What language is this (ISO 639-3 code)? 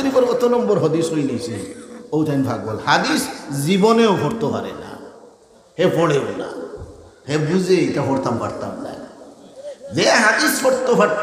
syl